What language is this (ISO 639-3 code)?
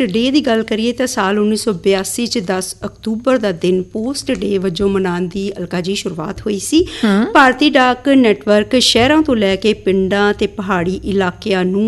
pan